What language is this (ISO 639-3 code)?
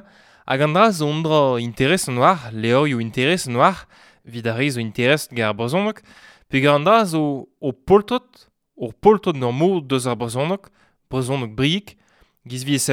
bre